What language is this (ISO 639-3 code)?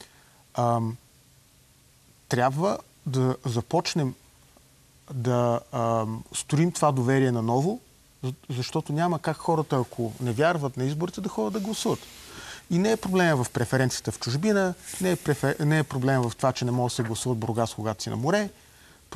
bul